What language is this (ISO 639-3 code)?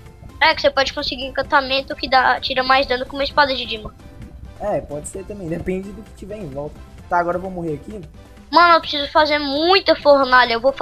por